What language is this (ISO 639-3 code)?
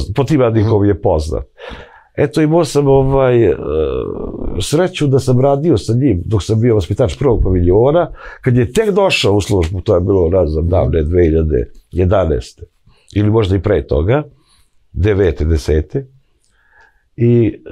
srp